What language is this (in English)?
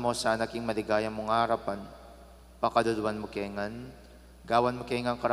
Pampanga